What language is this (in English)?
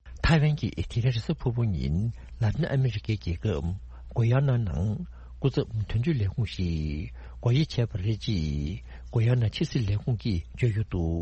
Tibetan